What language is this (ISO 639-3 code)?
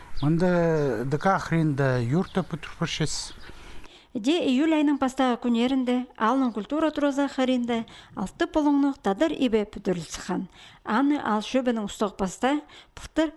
kjh